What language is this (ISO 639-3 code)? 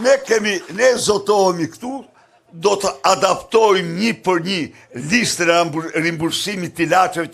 sqi